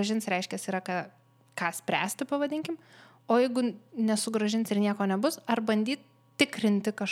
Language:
Lithuanian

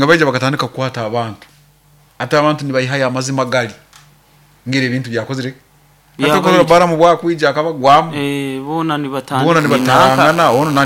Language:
Nyoro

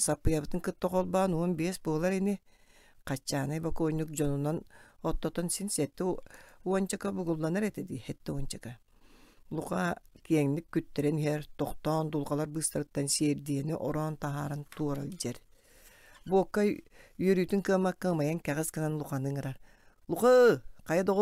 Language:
Yakut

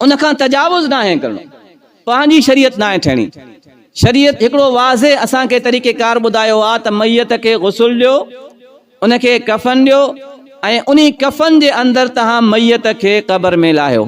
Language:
Sindhi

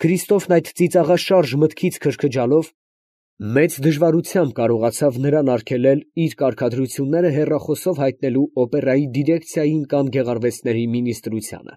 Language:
Armenian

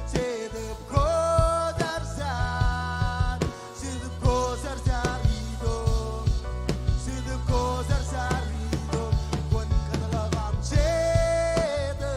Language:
Marshallese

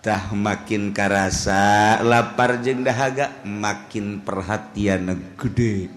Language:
Sundanese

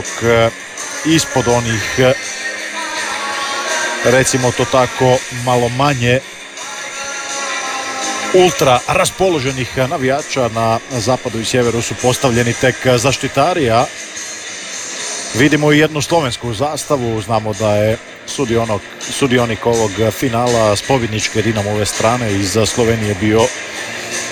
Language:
Croatian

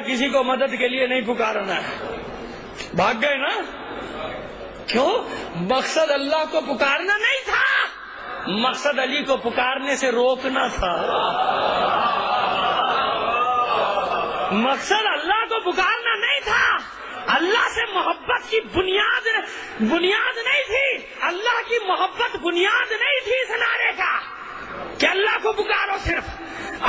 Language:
Urdu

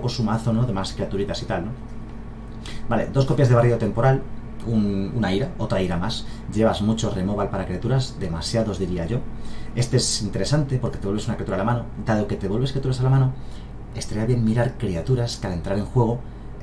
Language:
Spanish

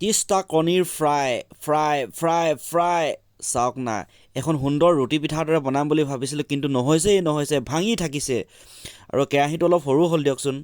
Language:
Assamese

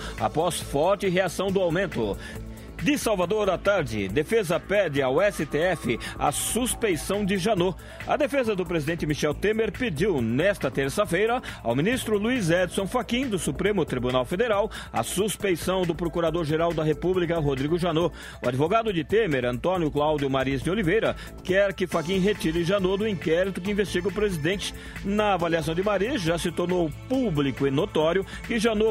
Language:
Portuguese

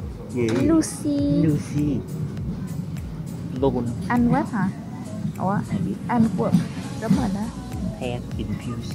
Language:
Vietnamese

